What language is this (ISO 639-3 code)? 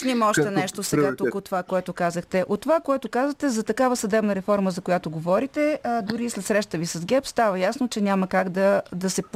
bul